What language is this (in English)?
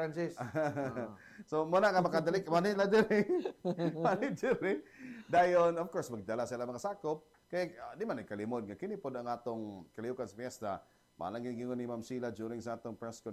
Cebuano